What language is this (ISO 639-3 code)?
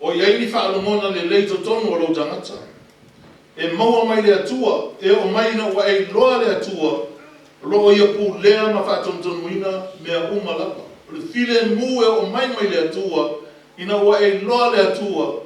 smo